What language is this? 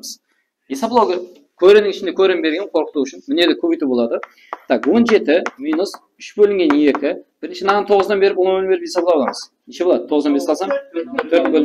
Kara-Kalpak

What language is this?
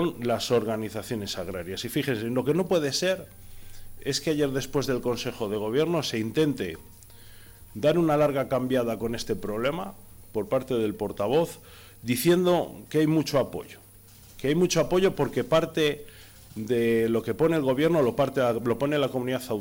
Spanish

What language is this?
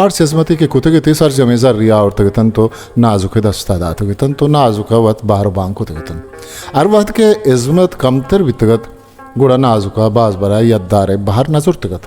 Baluchi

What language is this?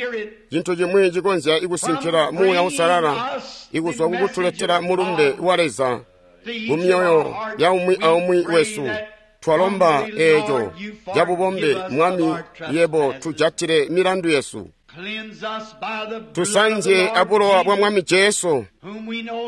Tonga (Zambia)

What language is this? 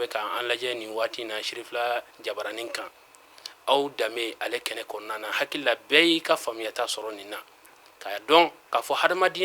Bambara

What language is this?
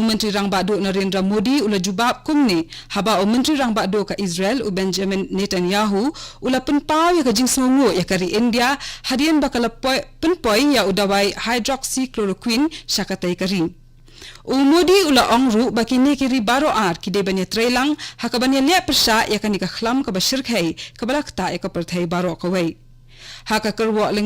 Khasi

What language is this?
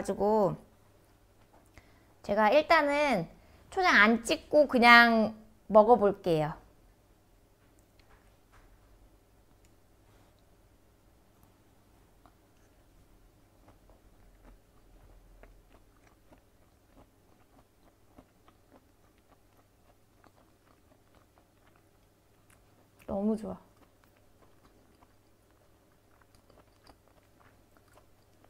Korean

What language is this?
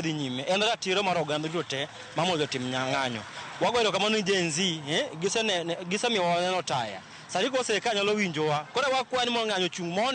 Luo (Kenya and Tanzania)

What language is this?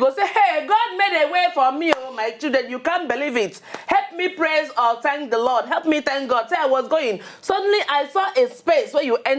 Nigerian Pidgin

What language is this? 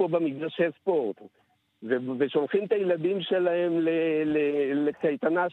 Hebrew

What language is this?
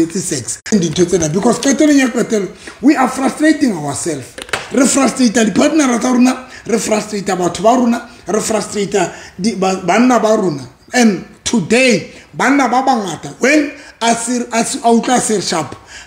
Southern Sotho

